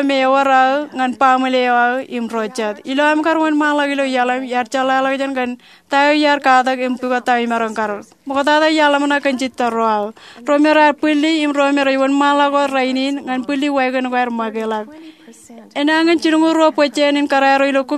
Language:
Marshallese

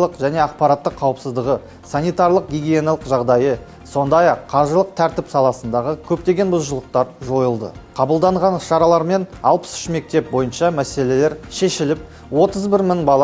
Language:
Kazakh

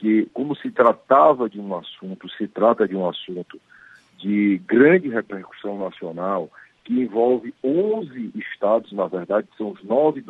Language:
Portuguese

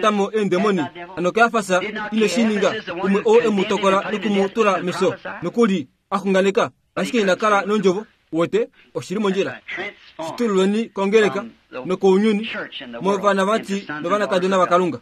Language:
Kuanyama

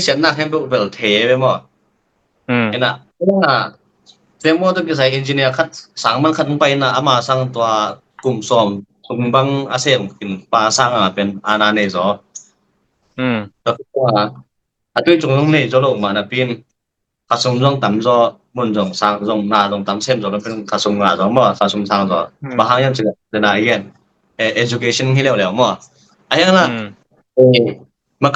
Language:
Tedim Chin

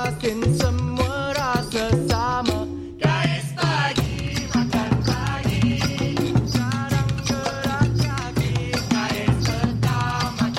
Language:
Malay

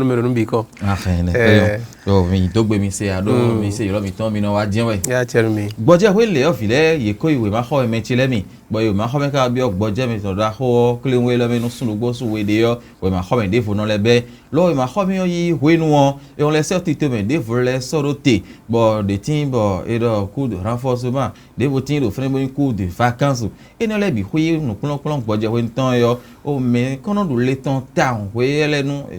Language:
Fon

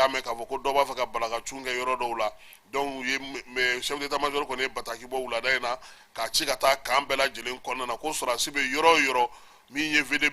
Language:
Bambara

